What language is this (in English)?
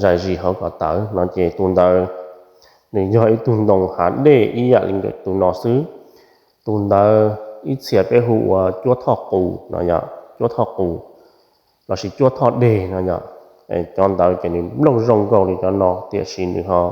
Hmong